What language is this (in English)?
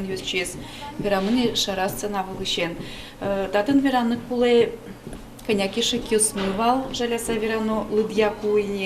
Udmurt